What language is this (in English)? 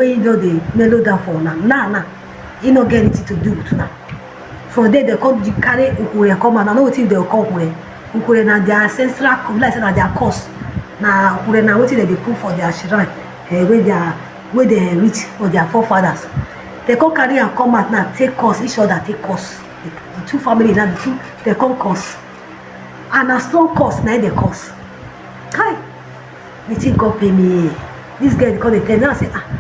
Nigerian Pidgin